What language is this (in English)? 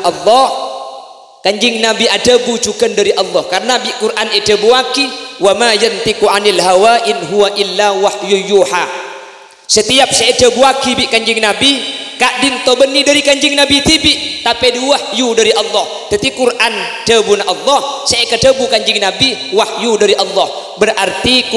Madurese